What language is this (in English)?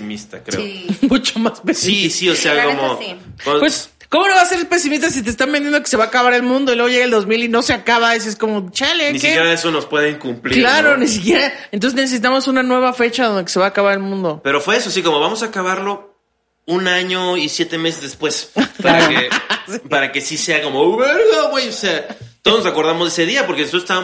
Spanish